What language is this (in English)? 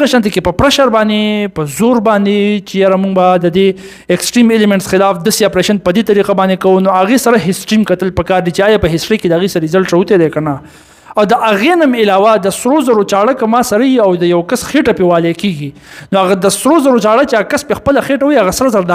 Pashto